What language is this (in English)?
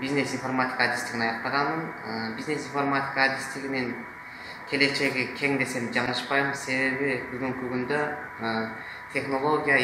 Kyrgyz